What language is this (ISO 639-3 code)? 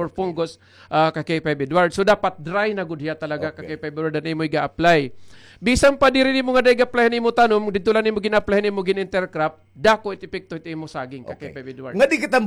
war